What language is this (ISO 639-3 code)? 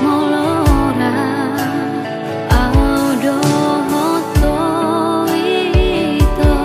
bbc